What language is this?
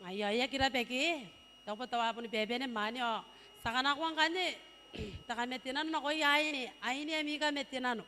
Gilbertese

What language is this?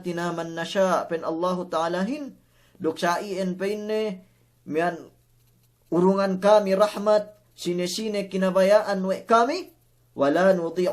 Yakan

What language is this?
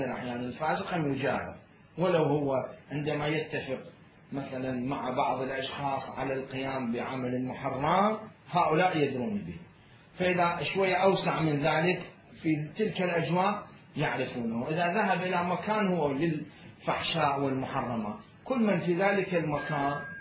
Mesopotamian Arabic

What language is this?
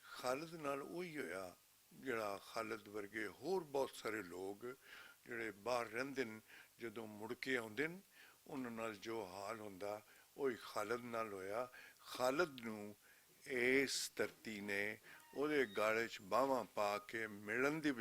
Western Panjabi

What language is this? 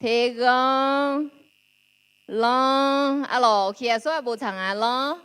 Akha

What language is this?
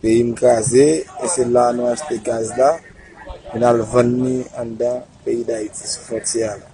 Haitian Creole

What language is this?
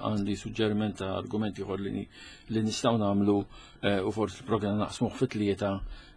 Maltese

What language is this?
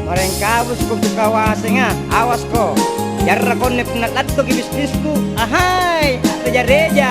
Makasar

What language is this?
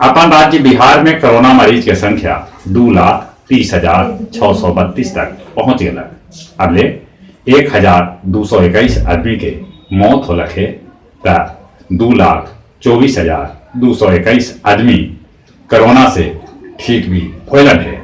Magahi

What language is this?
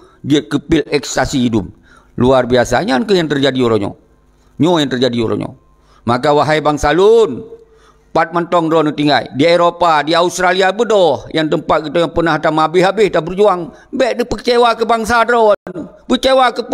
Achinese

